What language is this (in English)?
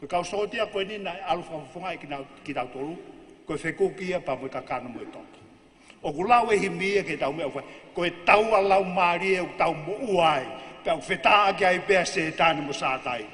Tongan